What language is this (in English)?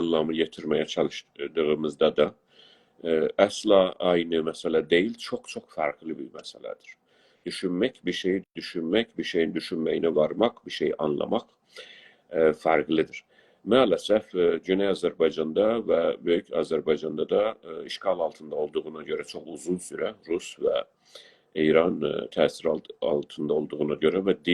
South Azerbaijani